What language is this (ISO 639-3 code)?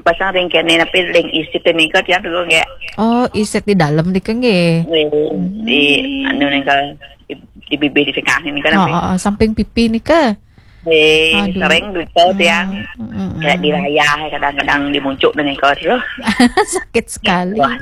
ban